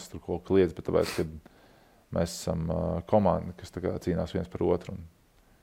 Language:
Latvian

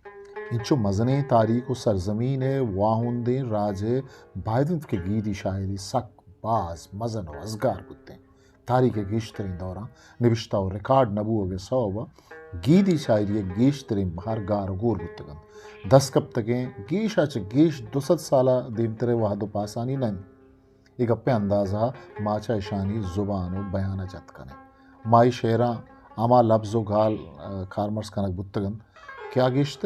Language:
Eastern Balochi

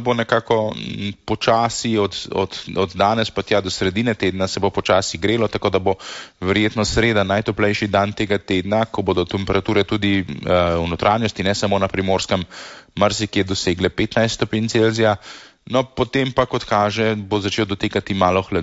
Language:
Slovenian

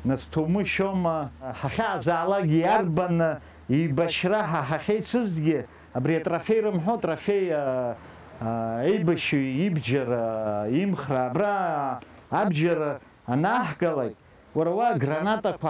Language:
Abkhazian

